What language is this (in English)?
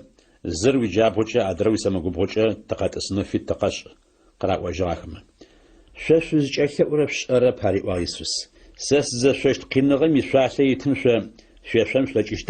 Adyghe